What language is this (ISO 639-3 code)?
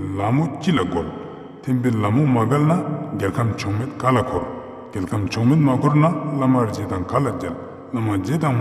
lbj